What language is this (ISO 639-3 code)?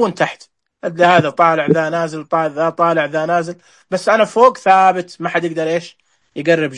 ars